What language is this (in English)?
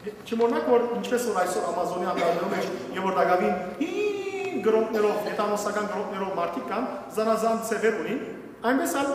Western Armenian